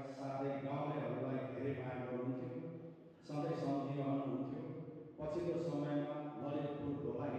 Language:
Nepali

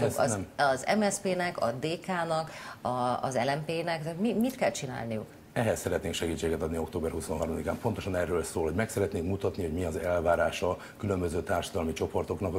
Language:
Hungarian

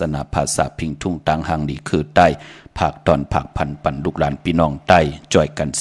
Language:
Shan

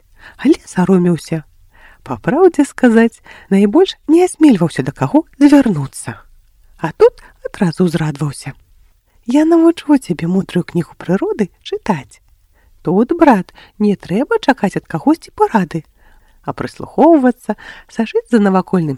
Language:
Belarusian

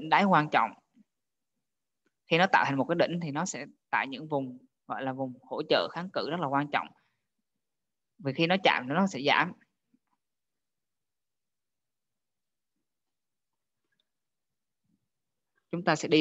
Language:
Vietnamese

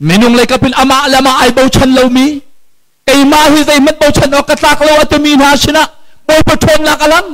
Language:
Hakha Chin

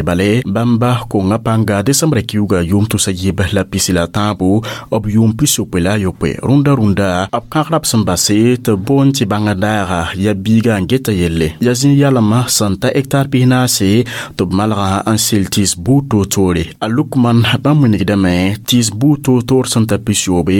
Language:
Mossi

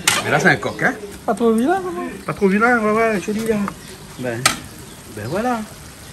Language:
Réunion Creole French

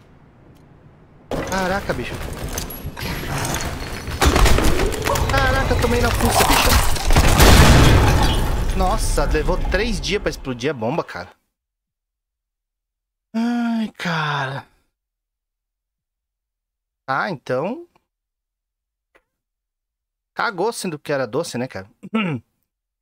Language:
Portuguese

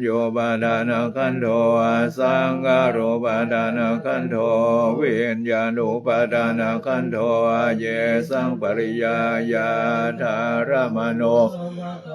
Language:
Pali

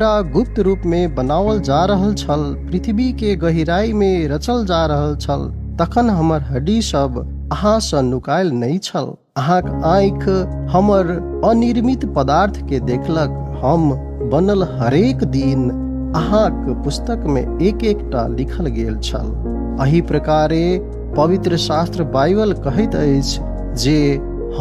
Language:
Maithili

